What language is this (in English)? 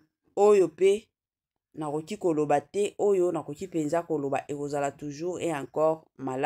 Lingala